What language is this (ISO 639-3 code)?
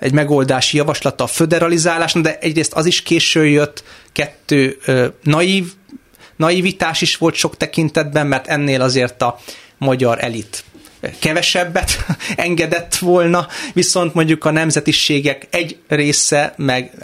hun